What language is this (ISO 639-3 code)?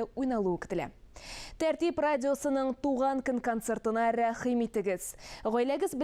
tat